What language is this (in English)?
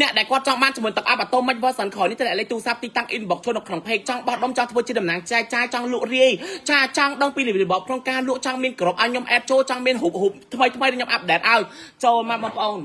Khmer